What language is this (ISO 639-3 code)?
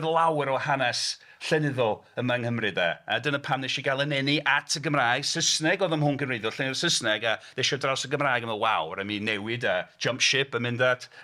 cym